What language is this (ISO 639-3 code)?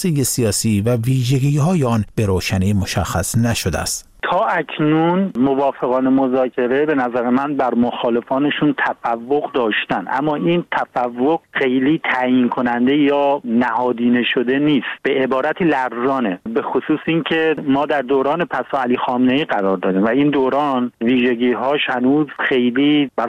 fas